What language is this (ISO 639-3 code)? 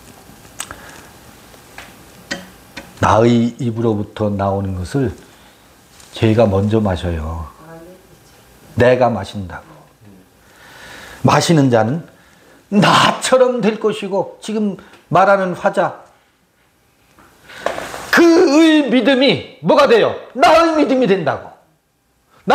kor